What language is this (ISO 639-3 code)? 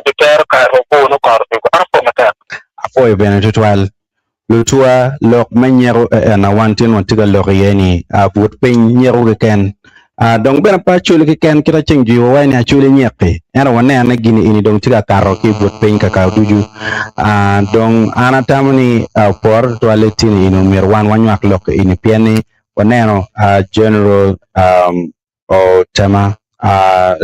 ach